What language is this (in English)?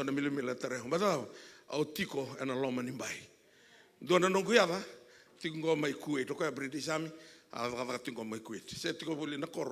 Fijian